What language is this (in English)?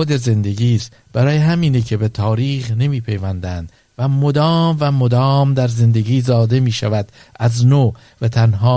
Persian